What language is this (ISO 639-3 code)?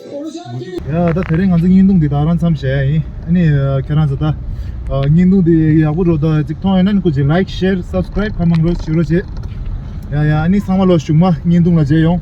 bod